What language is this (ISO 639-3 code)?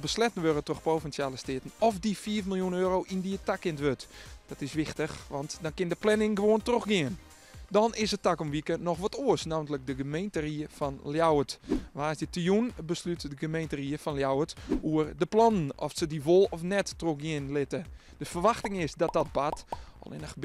fry